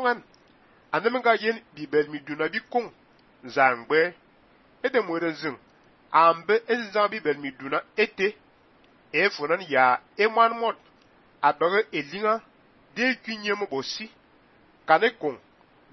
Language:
Fang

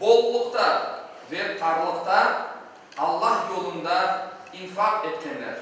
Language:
Crimean Tatar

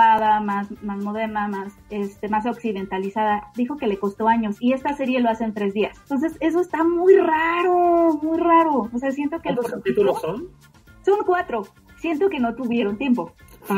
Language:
Spanish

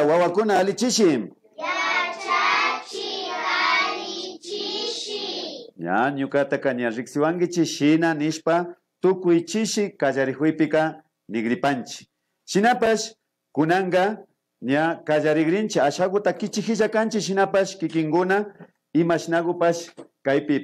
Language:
Imbabura Highland Quichua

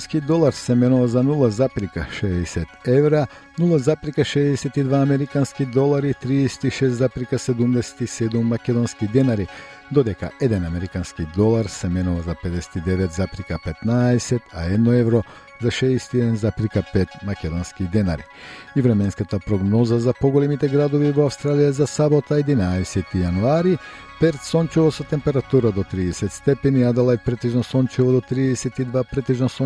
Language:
Macedonian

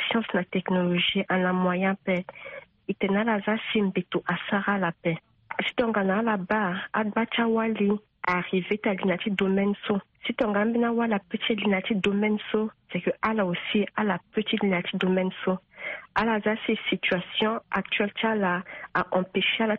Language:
Sango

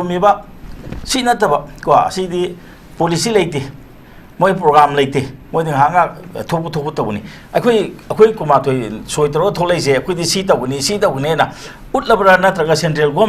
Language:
Manipuri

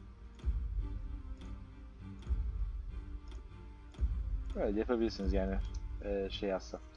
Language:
Turkish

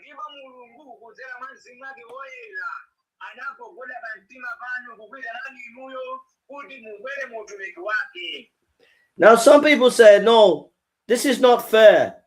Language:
Nyanja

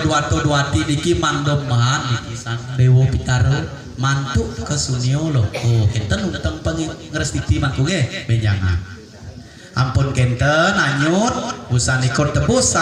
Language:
Balinese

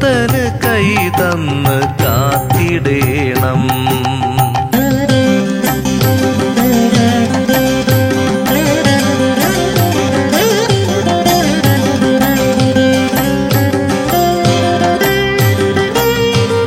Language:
Malayalam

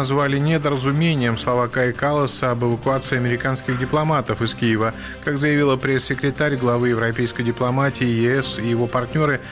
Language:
Russian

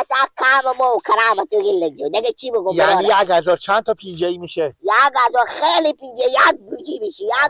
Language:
Persian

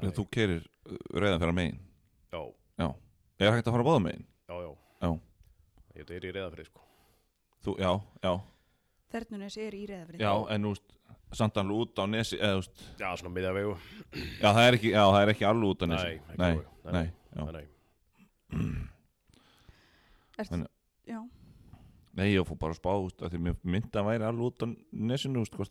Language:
Icelandic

